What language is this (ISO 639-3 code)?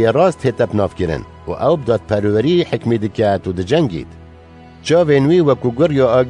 kur